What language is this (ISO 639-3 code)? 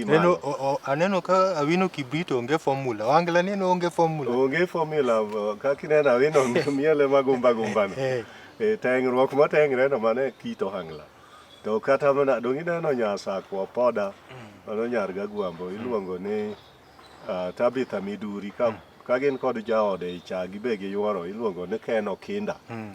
luo